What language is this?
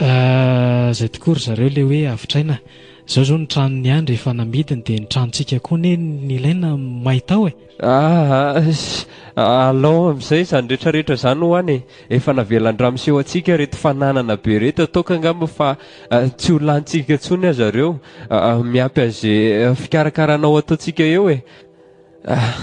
Malagasy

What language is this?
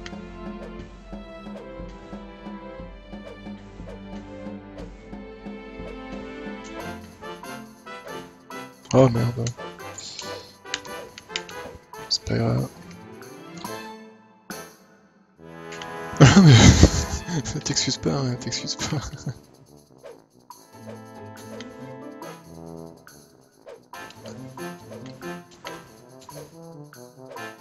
French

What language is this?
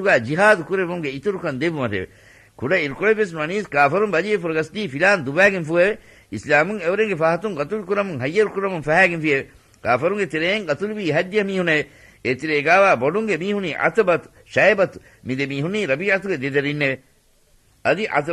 Divehi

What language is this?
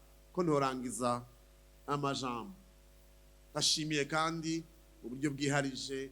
Rundi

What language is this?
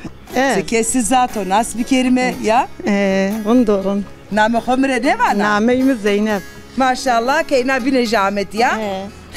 Zaza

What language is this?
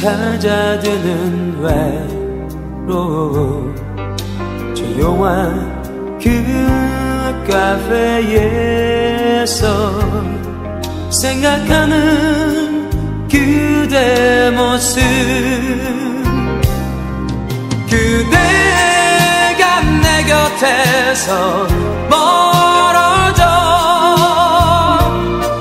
Korean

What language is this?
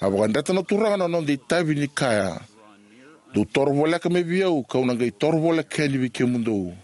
Fijian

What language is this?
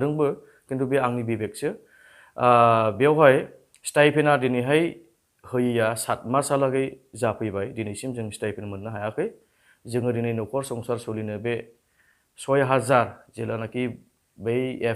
Bodo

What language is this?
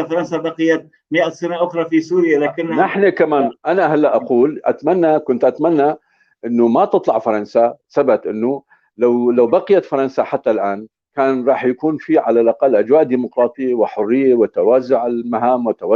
North Levantine Arabic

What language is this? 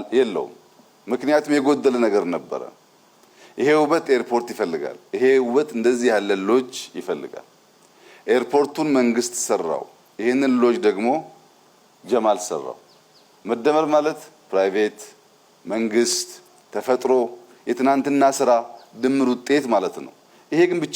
Amharic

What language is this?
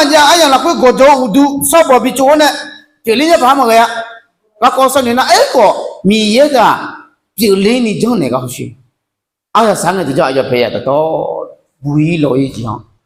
Akha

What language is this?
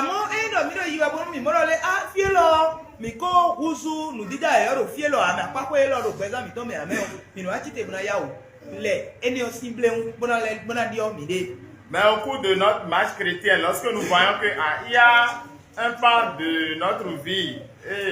Fon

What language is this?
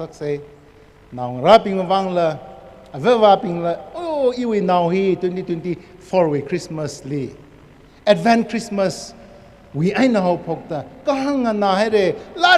Tangkhul Naga (India)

